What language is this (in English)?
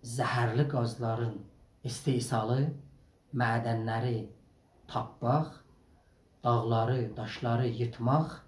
South Azerbaijani